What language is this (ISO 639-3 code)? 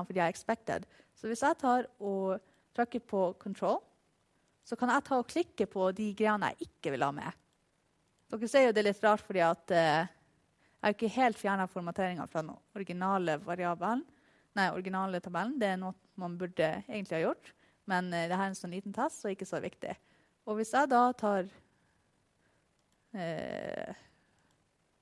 nor